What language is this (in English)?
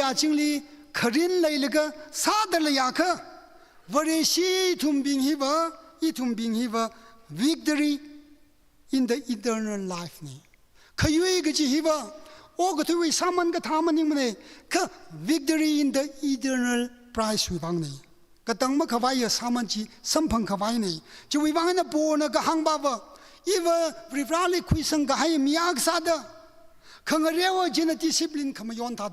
Tangkhul Naga (India)